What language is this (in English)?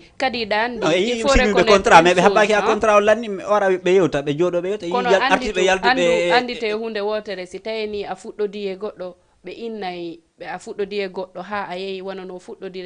Fula